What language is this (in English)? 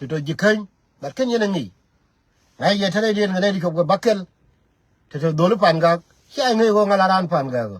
Nuer